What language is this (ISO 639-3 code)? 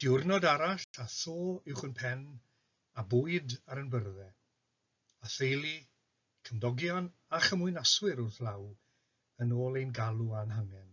cym